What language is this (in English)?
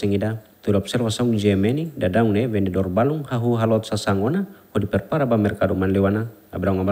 Tetum